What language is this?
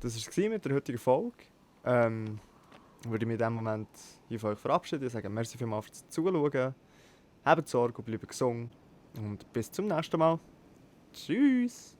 Swiss German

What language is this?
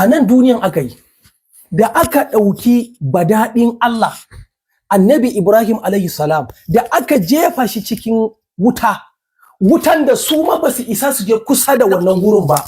Hausa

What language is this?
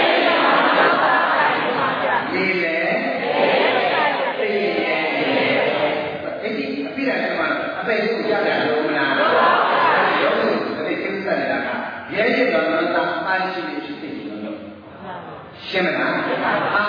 Burmese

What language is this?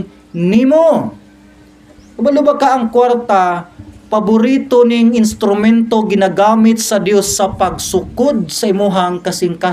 Cebuano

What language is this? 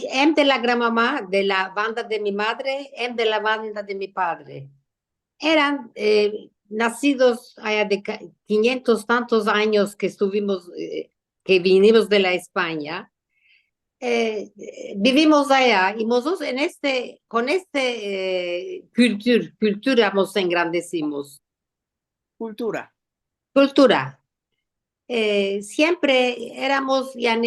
Ladino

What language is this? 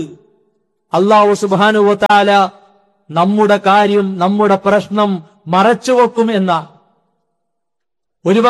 Malayalam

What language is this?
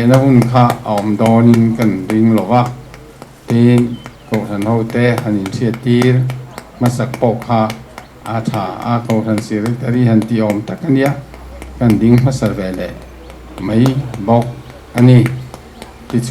Mizo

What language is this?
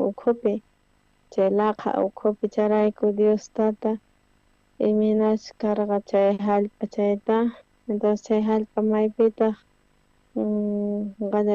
South Bolivian Quechua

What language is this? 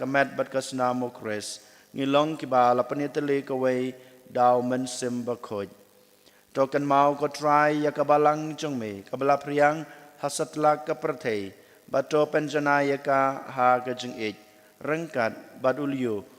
Khasi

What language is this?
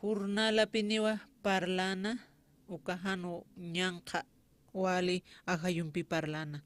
Aymara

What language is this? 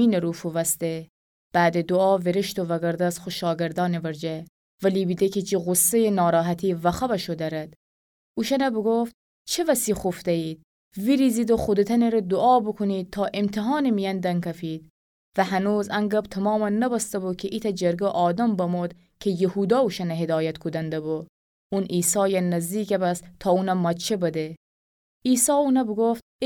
Gilaki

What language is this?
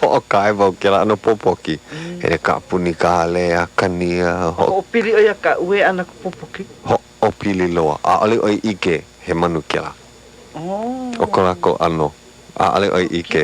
Hawaiian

